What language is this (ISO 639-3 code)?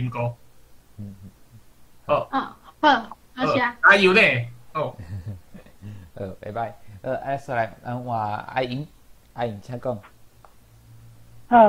nan